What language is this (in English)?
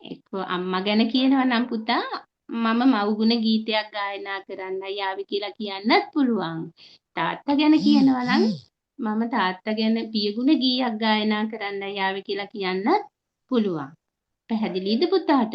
Sinhala